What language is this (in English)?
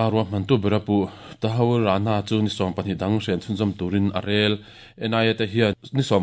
Mizo